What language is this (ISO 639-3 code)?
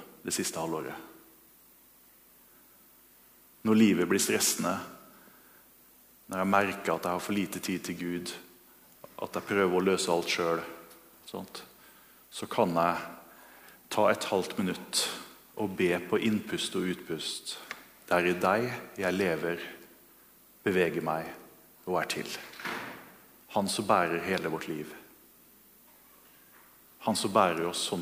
nor